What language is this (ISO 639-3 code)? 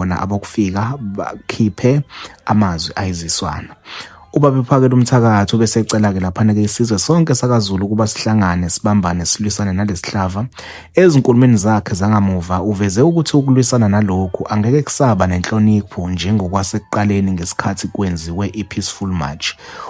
zul